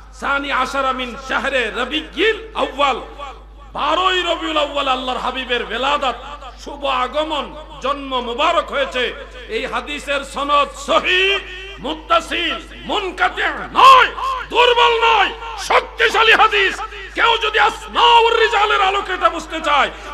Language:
Bangla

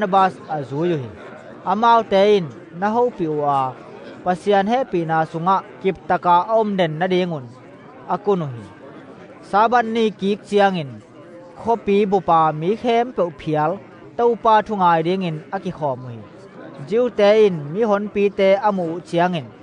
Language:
Tedim Chin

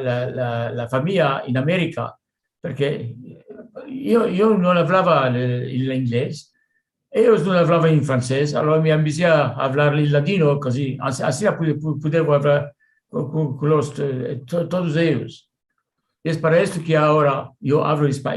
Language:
Ladino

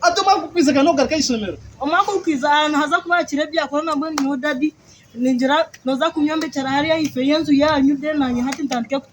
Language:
Nyankole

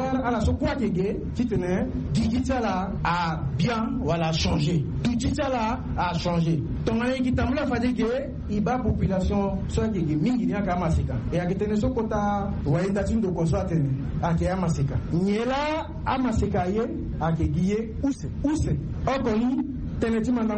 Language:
Sango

